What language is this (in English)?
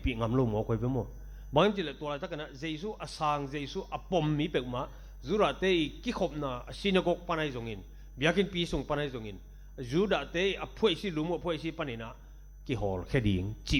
Tedim Chin